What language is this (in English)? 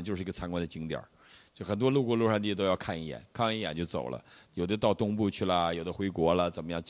Chinese